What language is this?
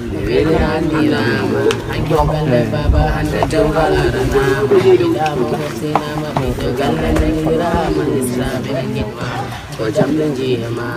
Pular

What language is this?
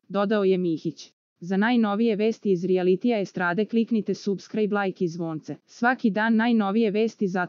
Serbian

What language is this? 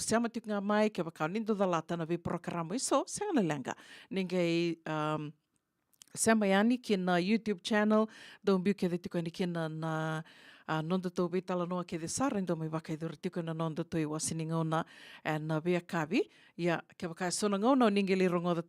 Fijian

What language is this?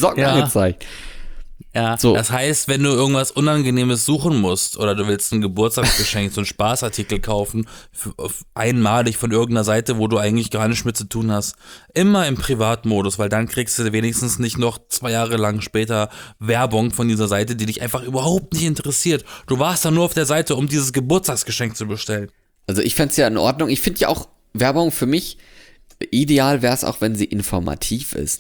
German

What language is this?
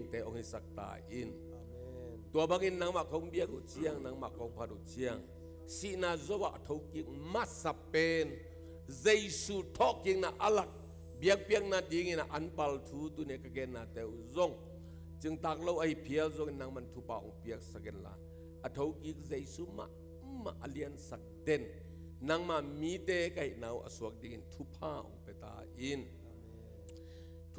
Tedim Chin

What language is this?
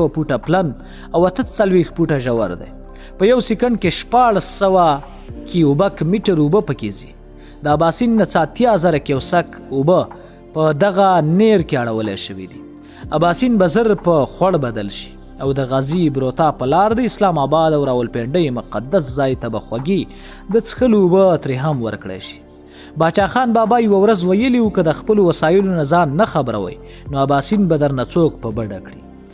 Pashto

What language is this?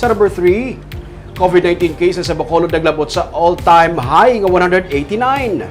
Hiligaynon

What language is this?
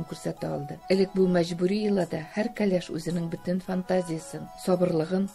Tatar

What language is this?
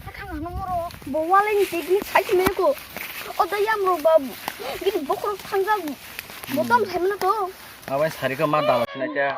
Kok Borok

